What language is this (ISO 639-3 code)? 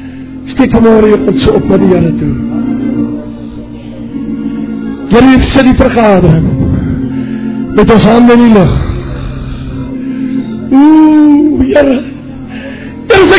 afr